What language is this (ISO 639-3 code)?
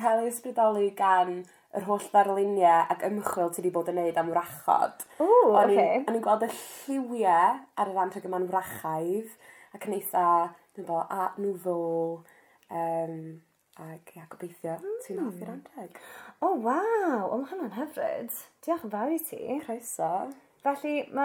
cym